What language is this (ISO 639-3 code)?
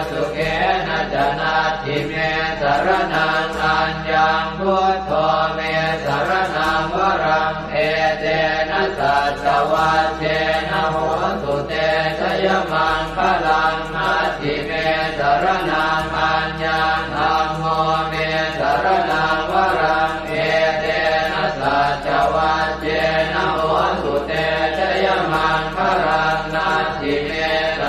pli